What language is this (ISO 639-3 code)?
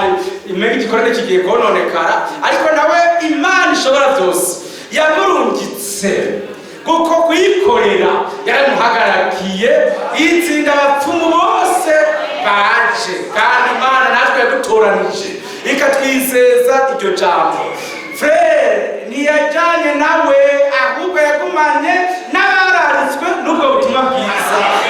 run